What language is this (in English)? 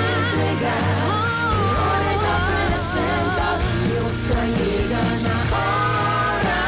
Papiamento